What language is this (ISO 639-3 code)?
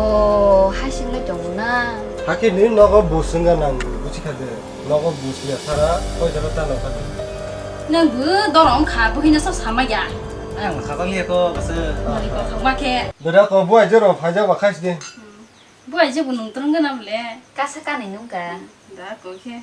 trp